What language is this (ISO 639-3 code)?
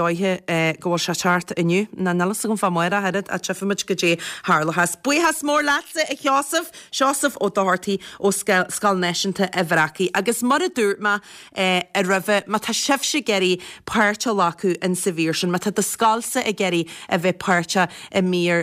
gle